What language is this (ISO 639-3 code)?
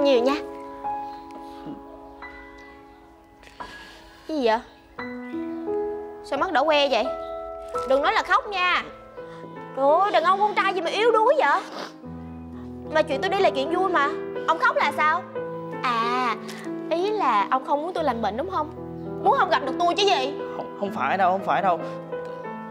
vie